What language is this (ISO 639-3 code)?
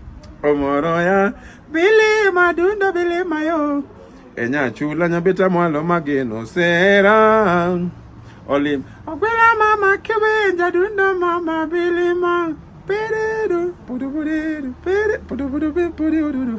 luo